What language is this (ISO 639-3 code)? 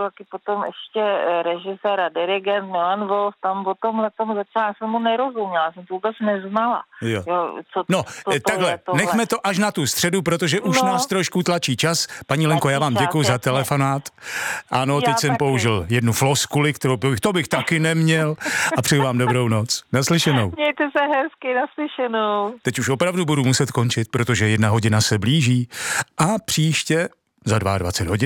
ces